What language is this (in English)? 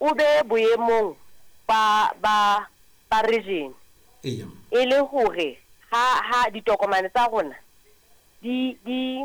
Southern Sotho